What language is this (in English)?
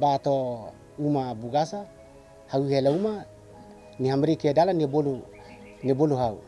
Tetum